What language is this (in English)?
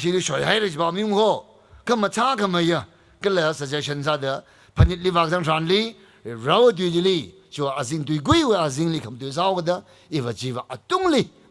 Tangkhul Naga (India)